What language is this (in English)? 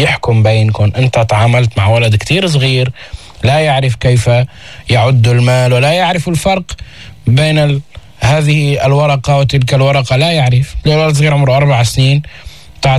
North Levantine Arabic